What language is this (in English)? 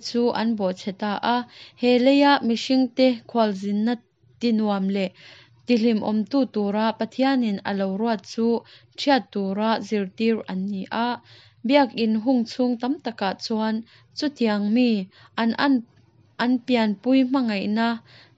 Mizo